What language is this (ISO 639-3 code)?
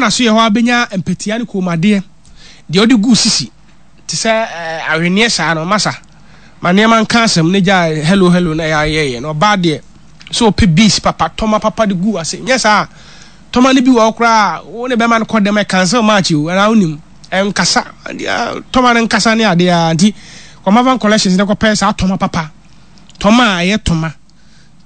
aka